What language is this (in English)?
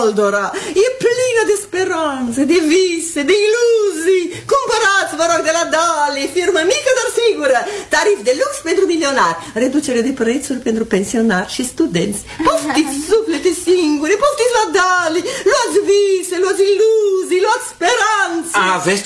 Romanian